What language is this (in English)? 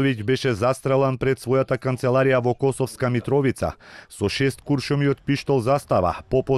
Macedonian